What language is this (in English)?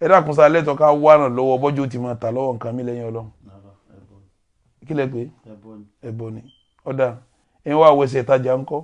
Yoruba